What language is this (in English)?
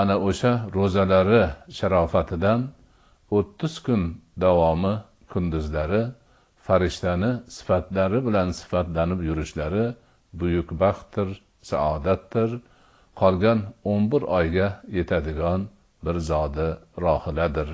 Uzbek